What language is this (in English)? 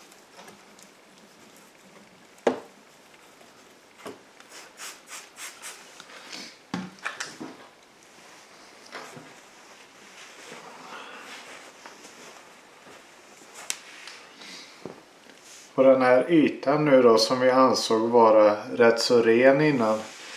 Swedish